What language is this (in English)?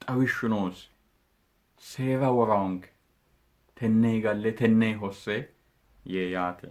Sidamo